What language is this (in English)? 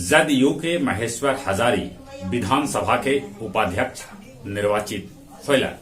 Magahi